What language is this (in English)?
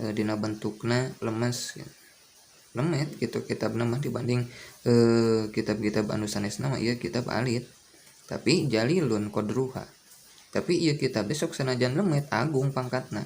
Sundanese